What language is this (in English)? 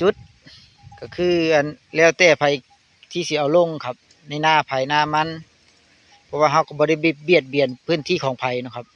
Northeastern Thai